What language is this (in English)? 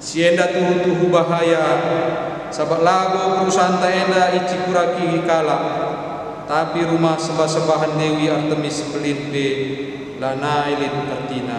Batak Karo